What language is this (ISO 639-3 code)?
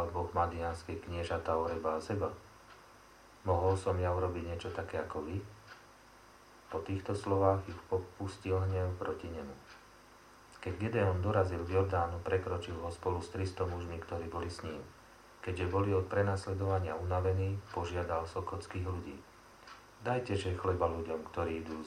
slk